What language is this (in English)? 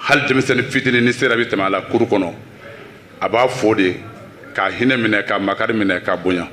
Bambara